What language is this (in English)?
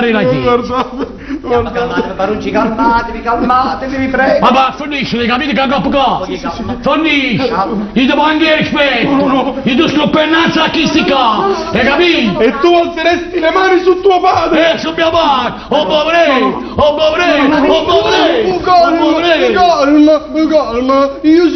Neapolitan